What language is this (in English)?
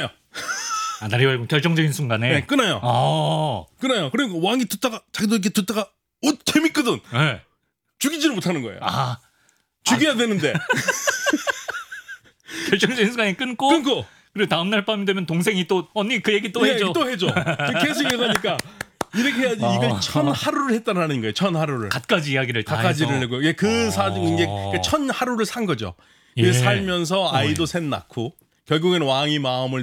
Korean